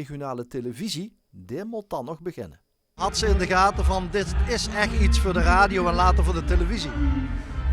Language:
Limburgish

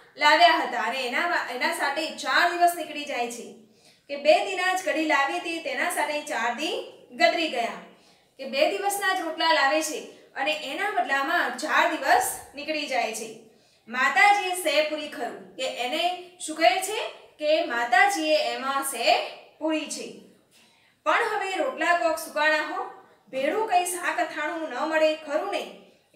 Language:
Gujarati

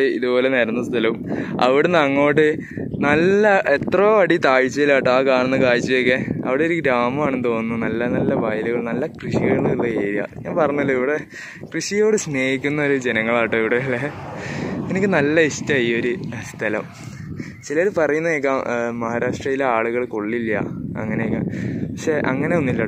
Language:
Malayalam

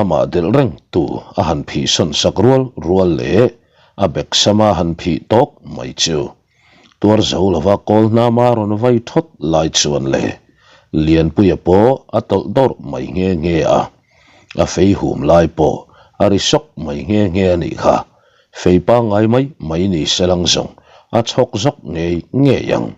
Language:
Mizo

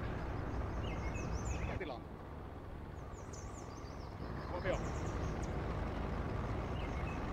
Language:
Finnish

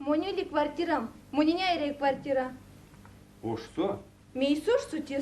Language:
Erzya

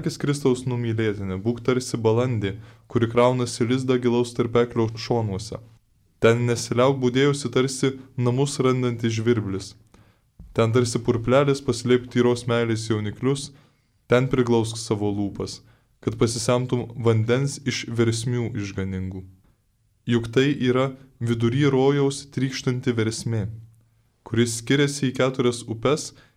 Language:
Lithuanian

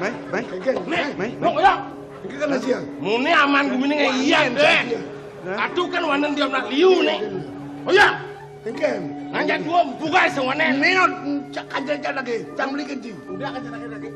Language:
Balinese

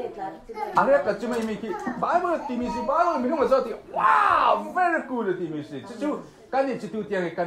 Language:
Falam Chin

